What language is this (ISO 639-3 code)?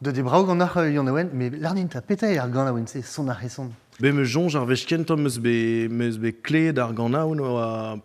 bre